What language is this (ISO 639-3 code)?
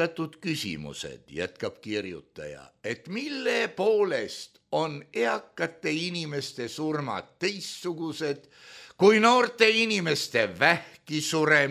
est